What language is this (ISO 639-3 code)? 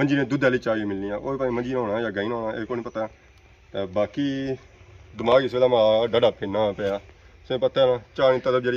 phr